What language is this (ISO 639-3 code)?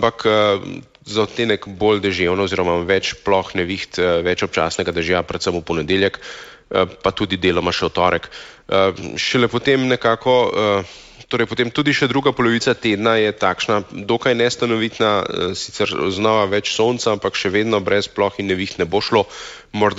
slv